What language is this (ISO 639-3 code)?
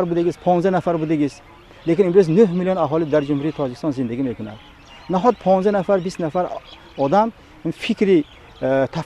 tgk